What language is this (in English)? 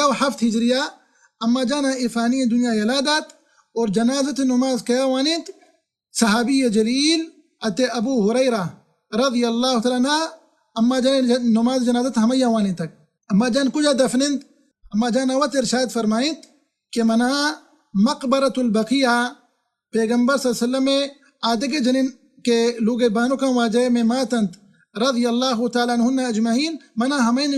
Baluchi